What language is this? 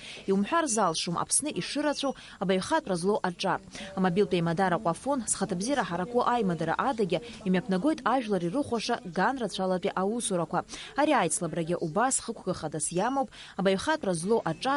Abkhazian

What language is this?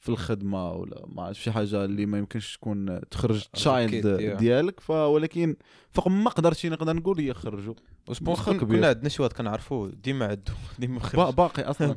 Moroccan Arabic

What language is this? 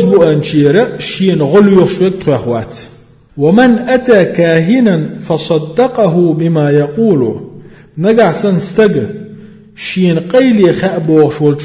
Chechen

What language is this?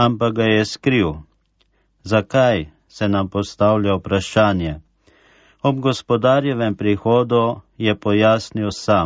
Slovenian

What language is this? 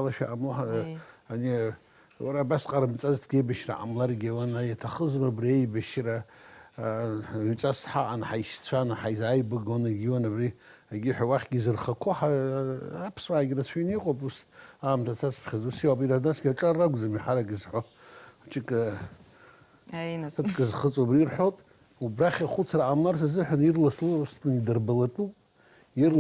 Abkhazian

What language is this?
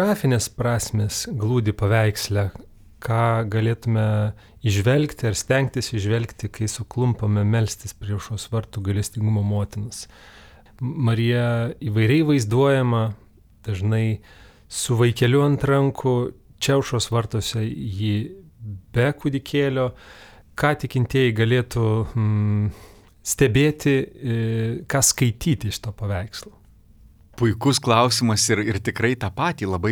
Lithuanian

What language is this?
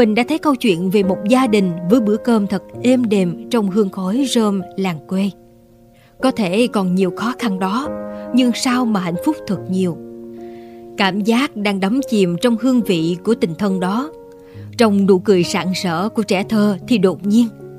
Vietnamese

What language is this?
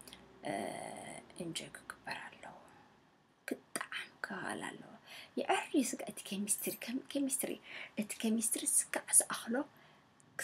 Tigrinya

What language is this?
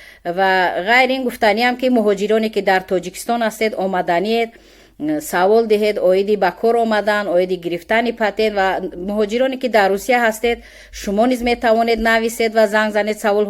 Tajik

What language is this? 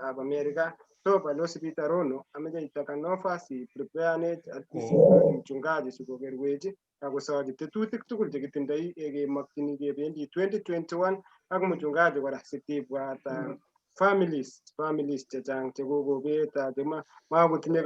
Kalenjin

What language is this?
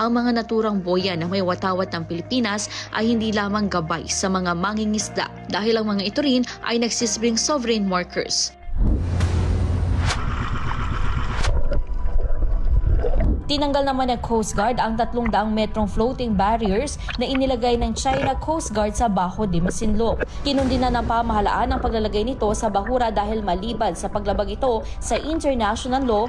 Filipino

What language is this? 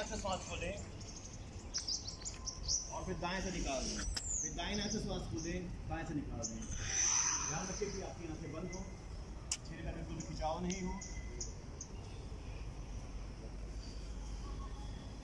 Hindi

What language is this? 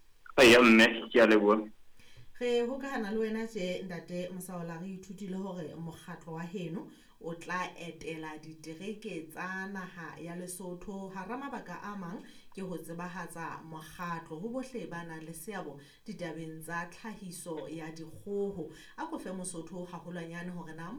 Southern Sotho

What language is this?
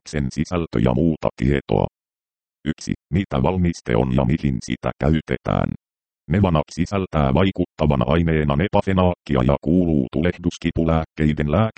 Finnish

